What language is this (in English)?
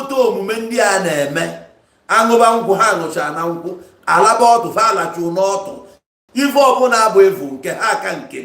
Igbo